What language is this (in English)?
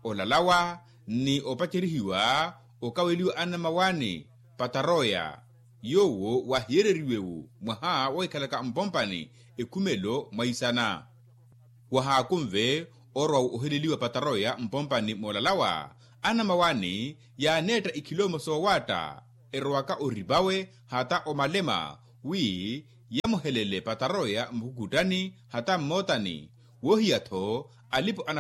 Makhuwa